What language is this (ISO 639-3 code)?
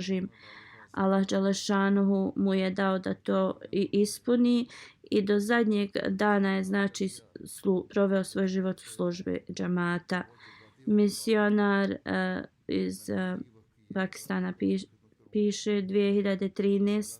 bos